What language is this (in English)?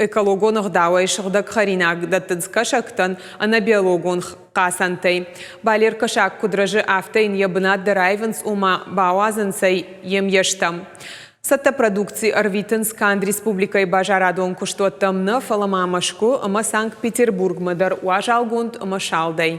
Ossetic